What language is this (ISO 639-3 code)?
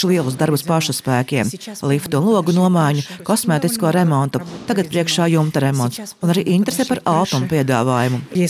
lav